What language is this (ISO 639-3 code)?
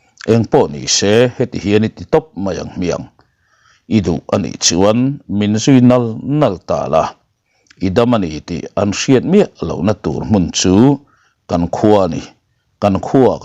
lus